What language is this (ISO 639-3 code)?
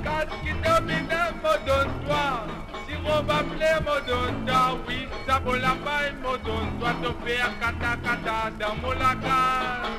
mfe